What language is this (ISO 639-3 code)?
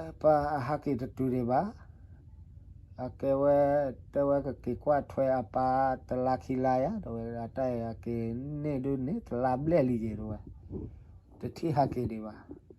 ksw